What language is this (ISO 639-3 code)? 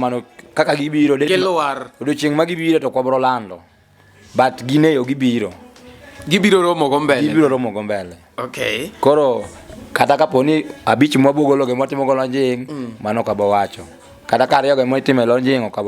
luo